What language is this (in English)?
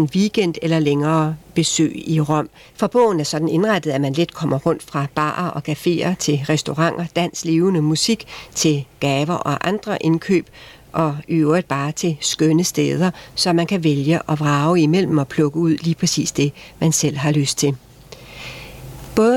Danish